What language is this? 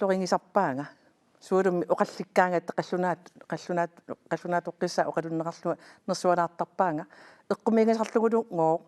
Kalaallisut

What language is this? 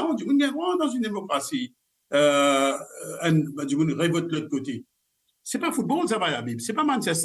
Morisyen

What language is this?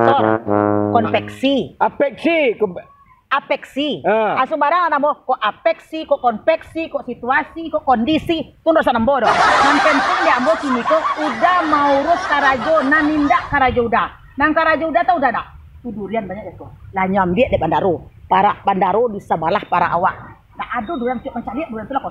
Minangkabau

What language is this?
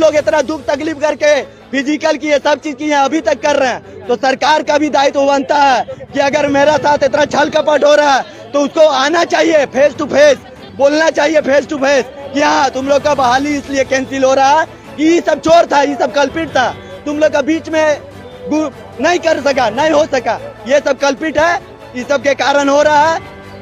Santali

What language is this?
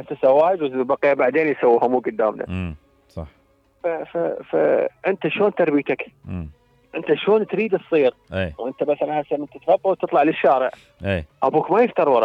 Mesopotamian Arabic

